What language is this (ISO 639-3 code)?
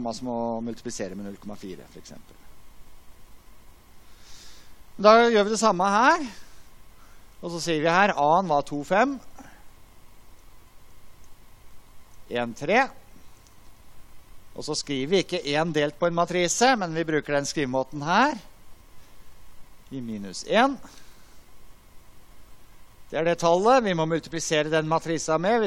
nor